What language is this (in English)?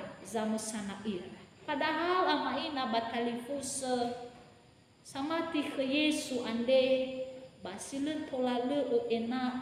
Nias